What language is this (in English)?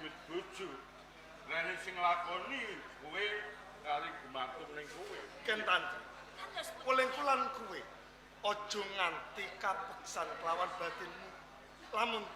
Javanese